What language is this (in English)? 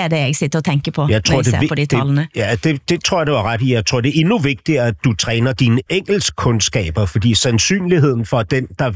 Danish